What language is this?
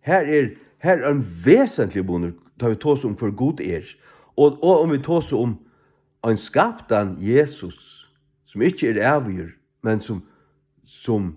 Faroese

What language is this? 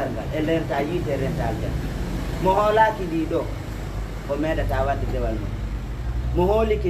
Fula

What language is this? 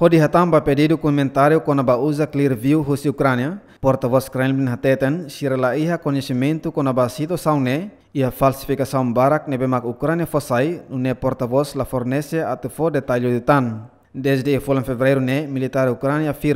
Tetum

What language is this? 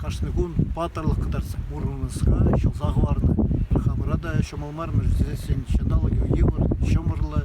Chuvash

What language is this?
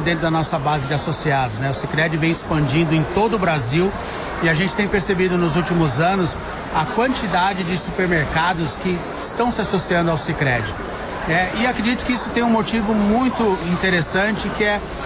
Portuguese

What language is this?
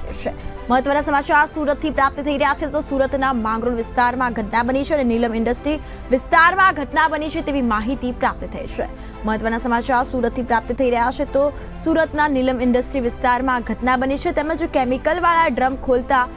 Gujarati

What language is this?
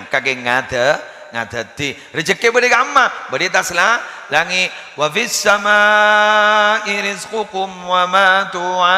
Madurese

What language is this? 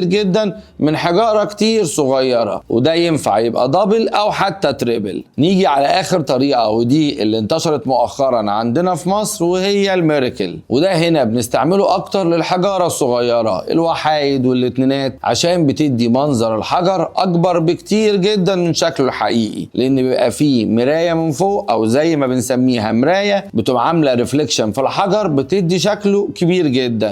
Egyptian Arabic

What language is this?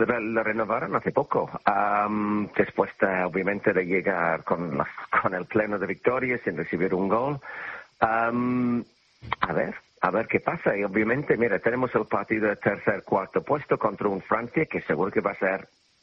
Spanish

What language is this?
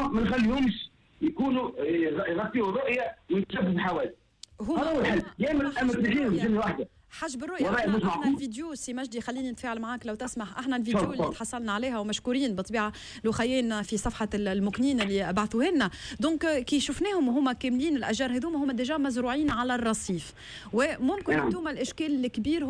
Tunisian Arabic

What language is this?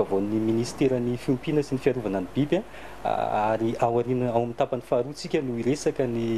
Malagasy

